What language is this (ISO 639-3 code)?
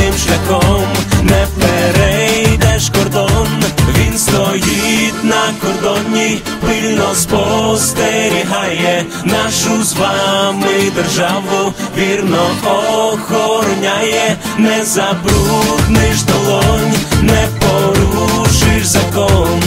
ukr